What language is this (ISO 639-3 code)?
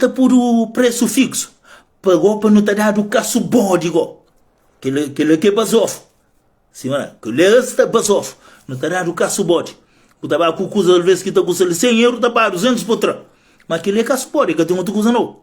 kea